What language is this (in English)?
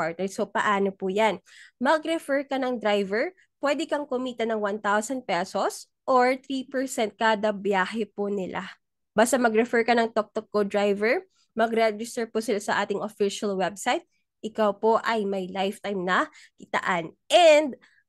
Filipino